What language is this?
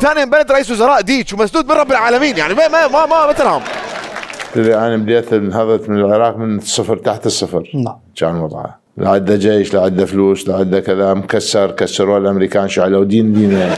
Mesopotamian Arabic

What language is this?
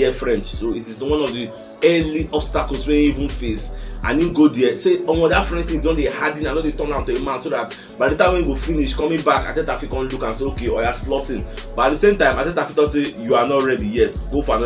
Nigerian Pidgin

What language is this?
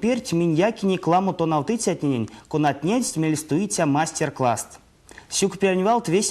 Erzya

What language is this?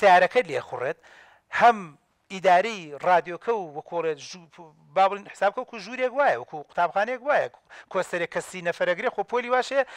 Central Kurdish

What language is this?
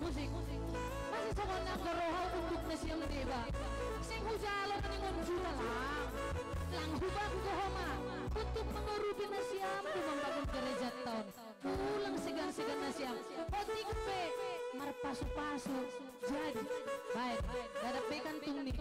Batak Simalungun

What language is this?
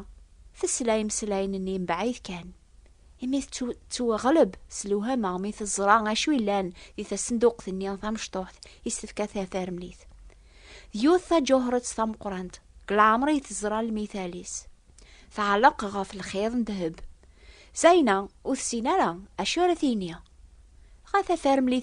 Kabyle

